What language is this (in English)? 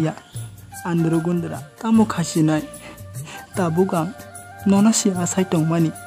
Kok Borok